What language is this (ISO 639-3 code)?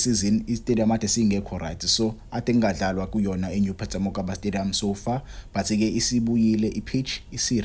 zul